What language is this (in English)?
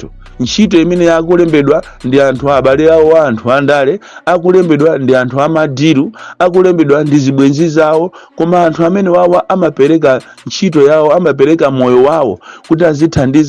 Nyanja